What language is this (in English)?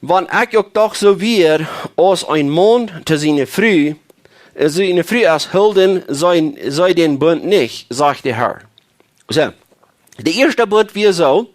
Plautdietsch